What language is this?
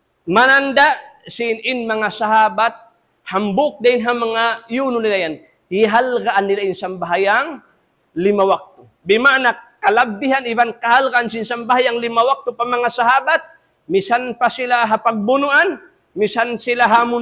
Tausug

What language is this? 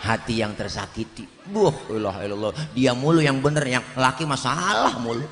Betawi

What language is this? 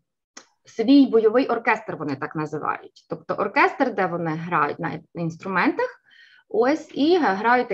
Ukrainian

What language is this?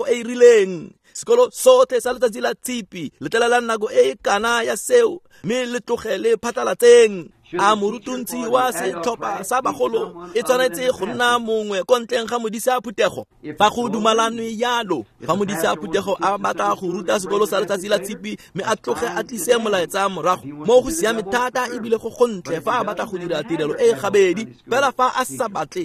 Tswana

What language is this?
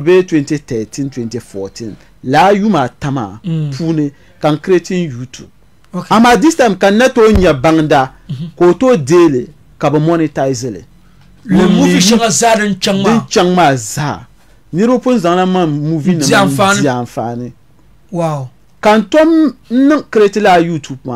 Dagbani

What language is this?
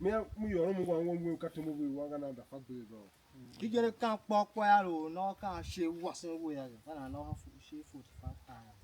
Tiv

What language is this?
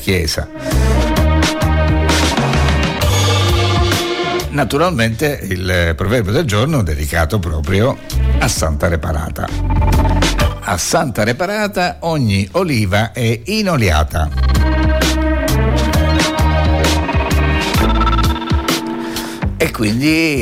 Italian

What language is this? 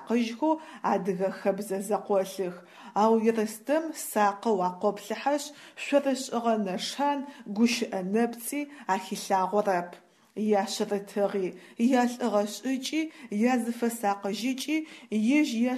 Adyghe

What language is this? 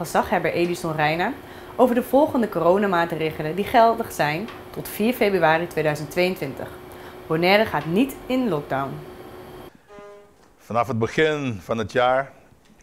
Dutch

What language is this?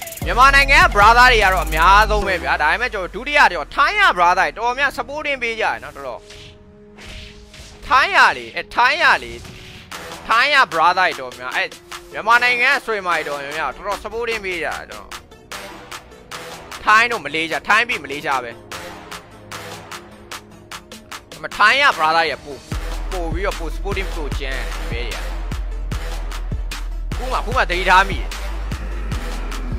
Burmese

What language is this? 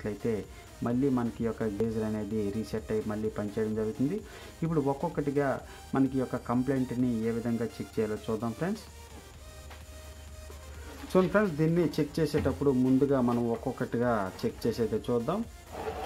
Telugu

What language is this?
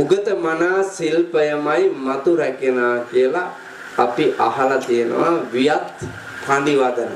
Sinhala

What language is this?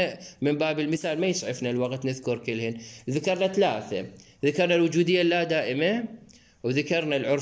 Mesopotamian Arabic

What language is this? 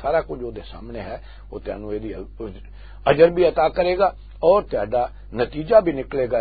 Western Panjabi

